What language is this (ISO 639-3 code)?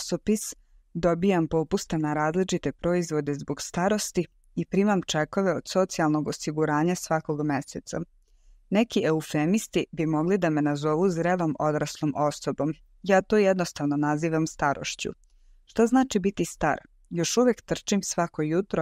srp